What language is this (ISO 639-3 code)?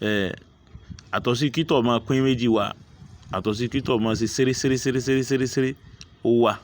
yor